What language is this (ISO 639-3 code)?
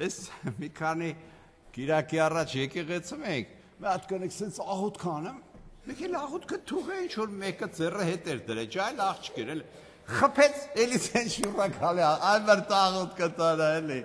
hye